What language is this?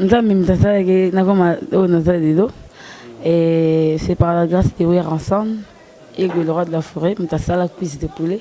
Lingala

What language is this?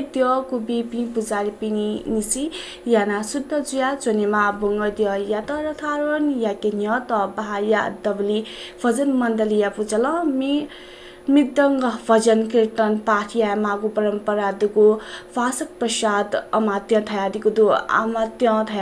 Newari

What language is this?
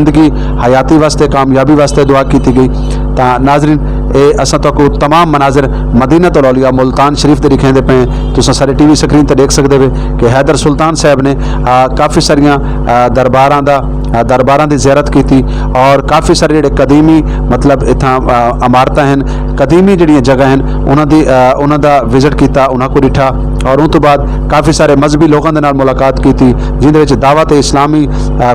Saraiki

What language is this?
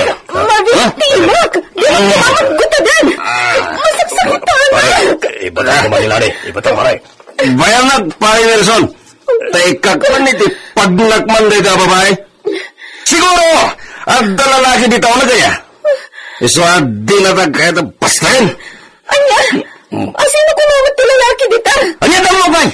Iloko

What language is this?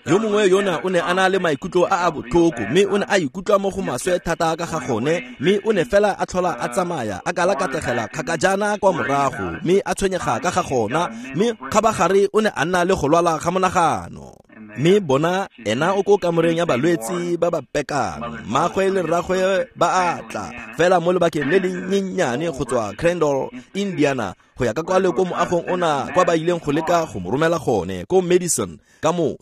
Tswana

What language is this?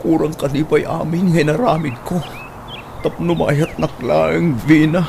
Iloko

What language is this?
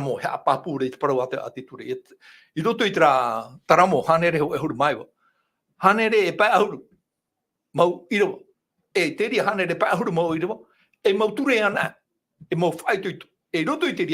Tahitian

